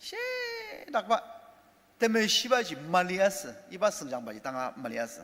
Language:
Ao Naga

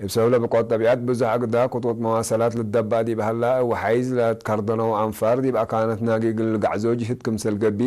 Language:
Tigre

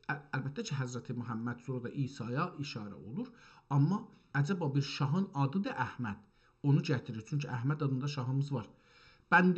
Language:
South Azerbaijani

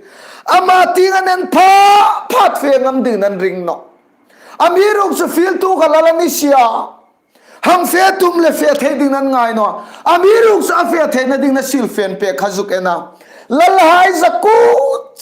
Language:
Hmar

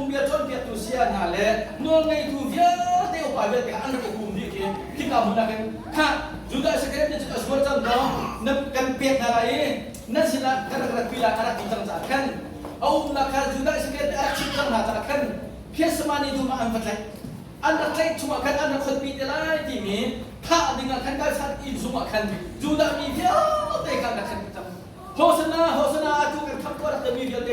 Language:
Hakha Chin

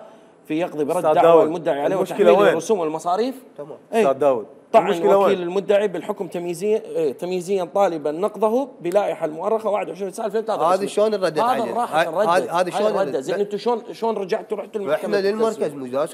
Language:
Mesopotamian Arabic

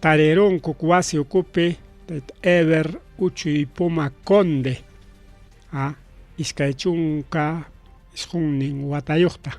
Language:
Ayacucho Quechua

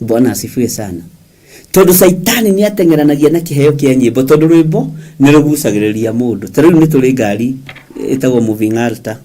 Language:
Kikuyu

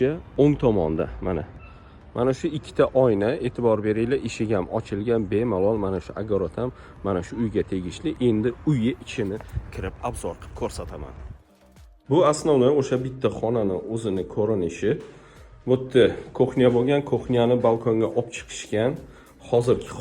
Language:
Uzbek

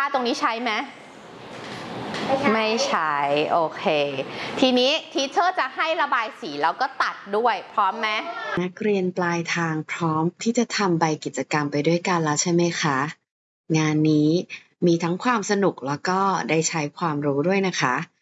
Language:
Thai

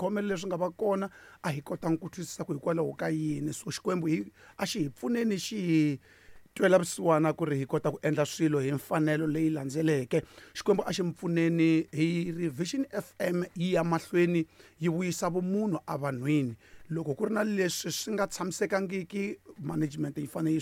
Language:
Tsonga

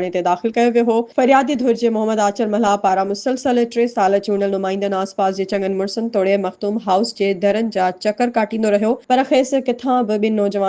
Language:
Sindhi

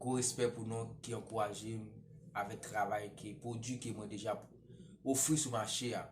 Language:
Haitian Creole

